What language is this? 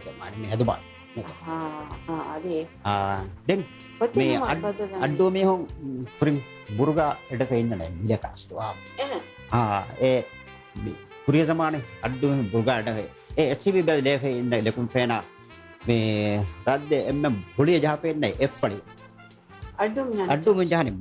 Divehi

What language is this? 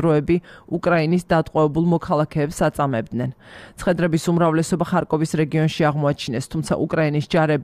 Georgian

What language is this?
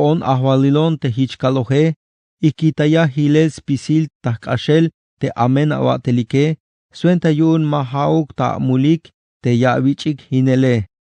Tzeltal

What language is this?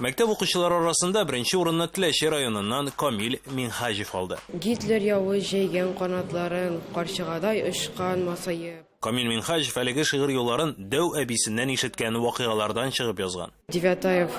Tatar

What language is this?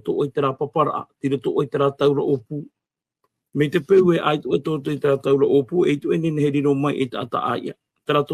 Tahitian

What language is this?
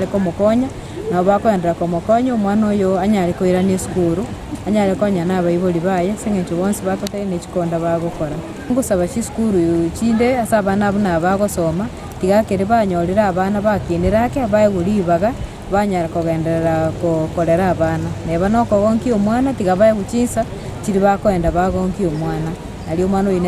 Gusii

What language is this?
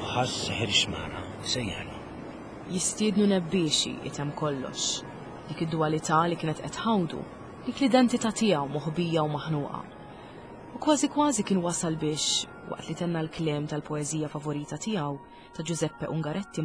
Maltese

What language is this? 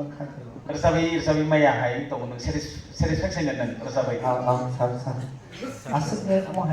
Kok Borok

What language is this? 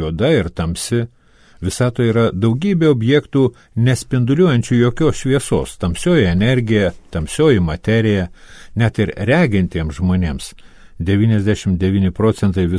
Lithuanian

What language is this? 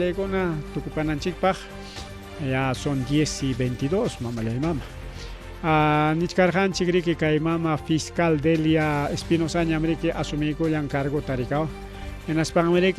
Ayacucho Quechua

